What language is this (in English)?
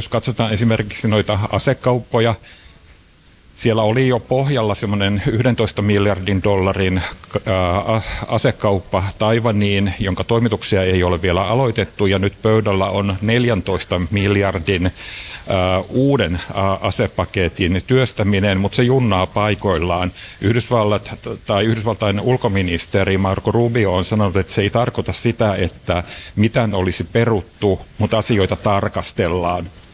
Finnish